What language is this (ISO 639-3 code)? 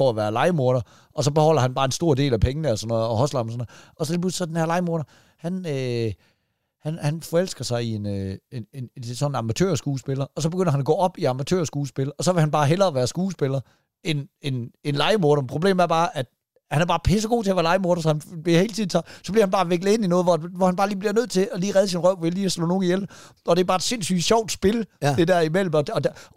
dan